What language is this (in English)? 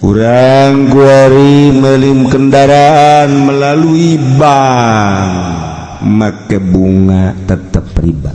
Sundanese